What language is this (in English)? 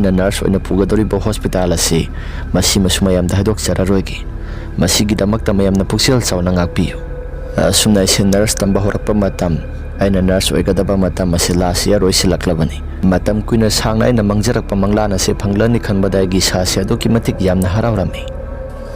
Manipuri